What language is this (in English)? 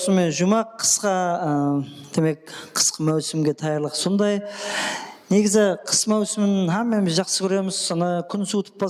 Kara-Kalpak